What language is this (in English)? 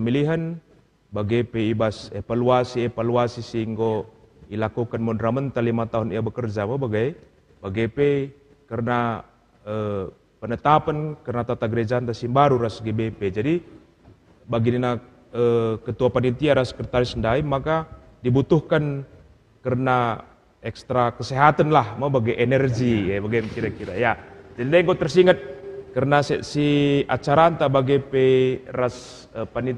Batak Karo